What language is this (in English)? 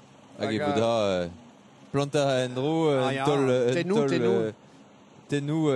Breton